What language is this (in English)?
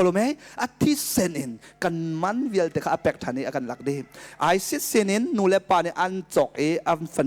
Hakha Chin